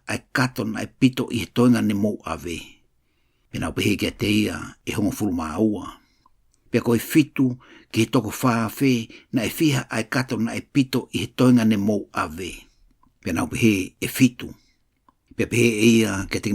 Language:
Tongan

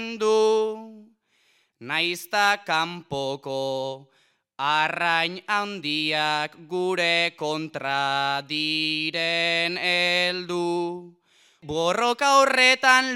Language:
Basque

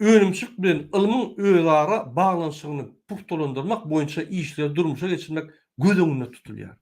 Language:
Turkmen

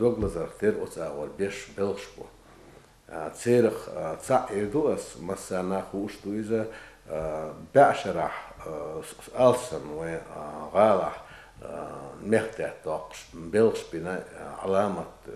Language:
Chechen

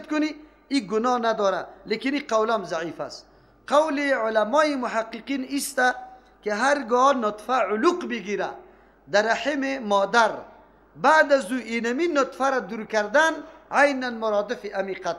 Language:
Persian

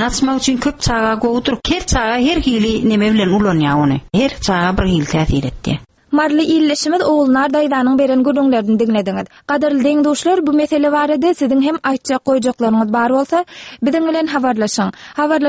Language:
Turkmen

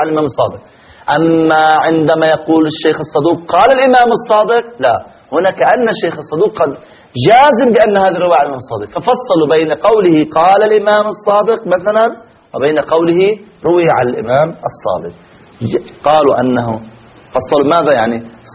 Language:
Arabic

